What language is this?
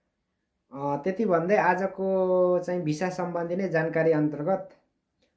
Nepali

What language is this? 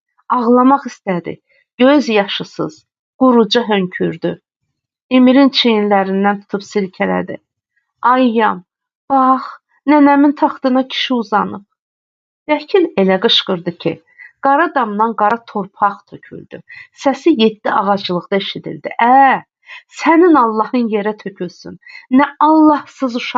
Azerbaijani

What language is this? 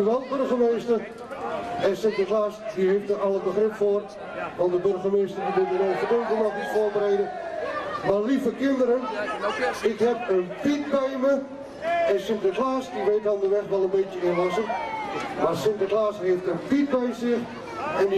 Dutch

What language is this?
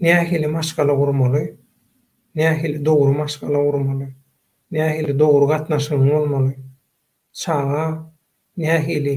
Turkmen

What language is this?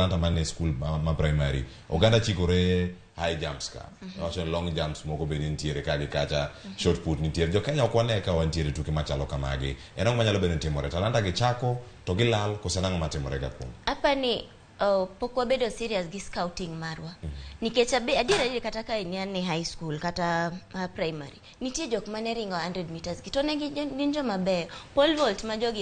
Luo (Kenya and Tanzania)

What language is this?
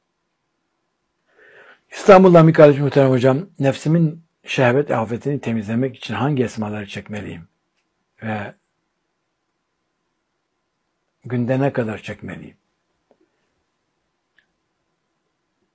Turkish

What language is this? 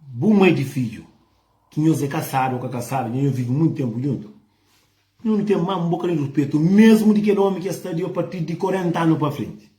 Kabuverdianu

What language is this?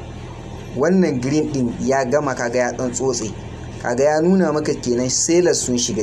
Hausa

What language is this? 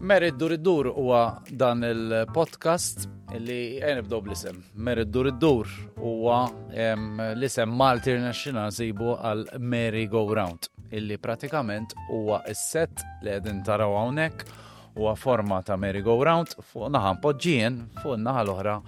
Maltese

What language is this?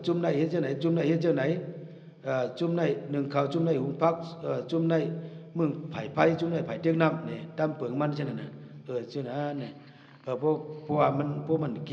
Shan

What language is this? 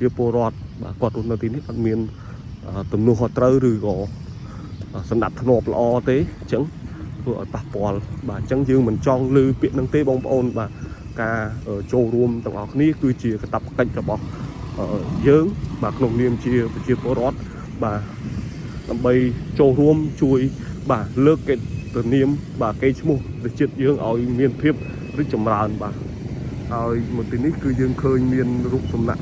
Khmer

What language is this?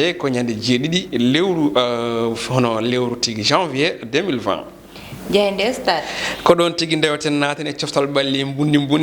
Fula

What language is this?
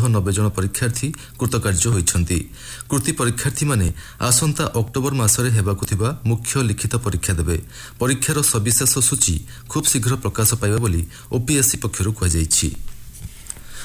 Odia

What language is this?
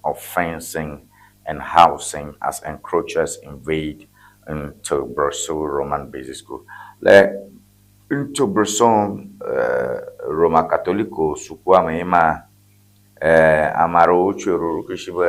Ewe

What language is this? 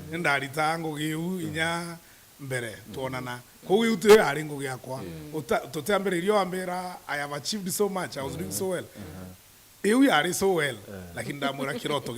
Meru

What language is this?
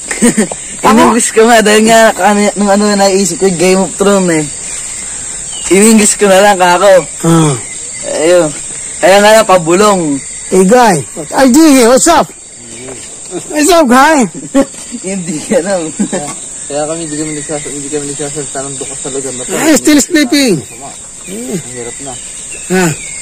Filipino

